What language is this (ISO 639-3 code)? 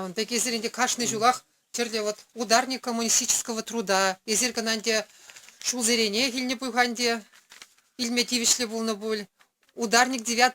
chv